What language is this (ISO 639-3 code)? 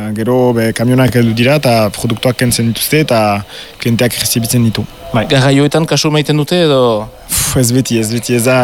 eus